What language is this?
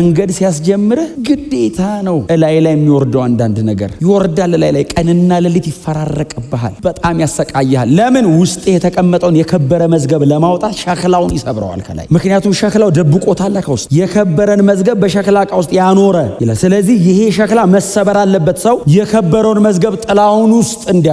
Amharic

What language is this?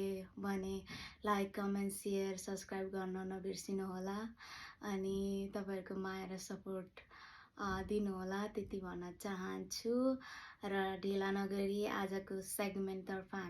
Nepali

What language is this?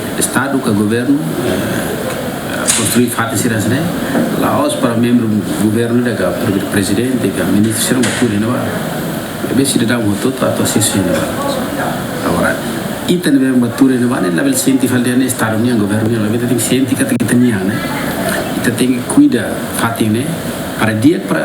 Tetum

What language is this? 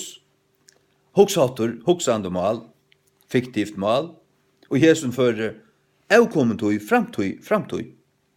Faroese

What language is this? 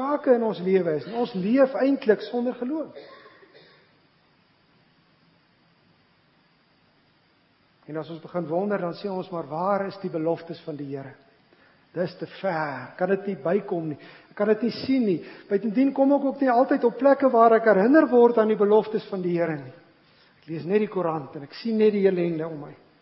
Afrikaans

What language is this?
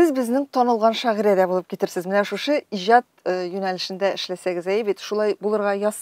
Tatar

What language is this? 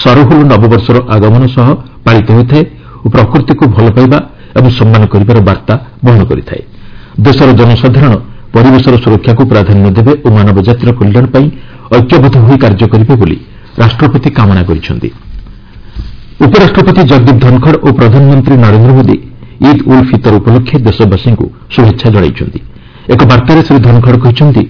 Odia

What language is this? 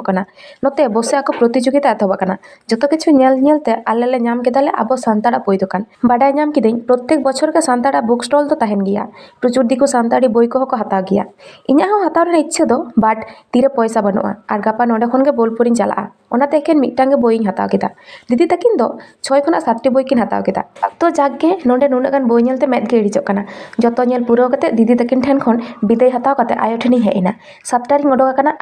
Santali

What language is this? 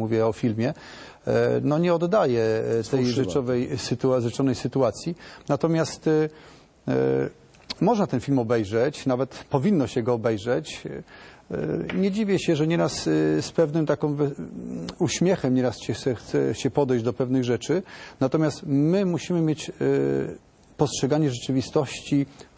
Polish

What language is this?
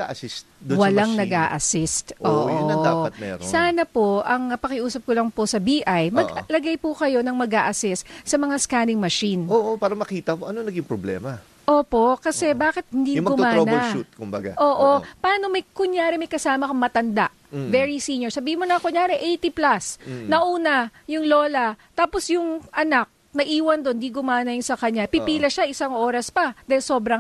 Filipino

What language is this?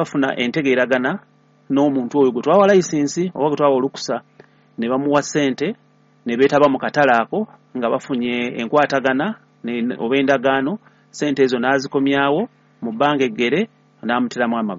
Ganda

